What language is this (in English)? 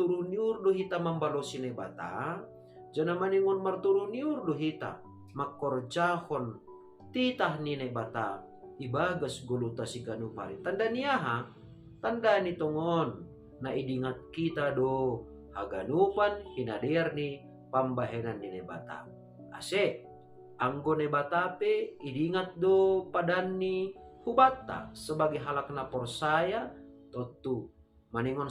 Batak Simalungun